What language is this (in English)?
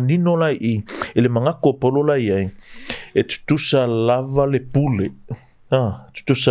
Samoan